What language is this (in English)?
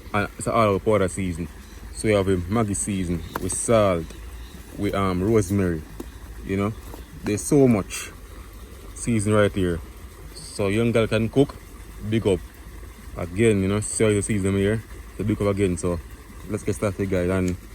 Jamaican Creole English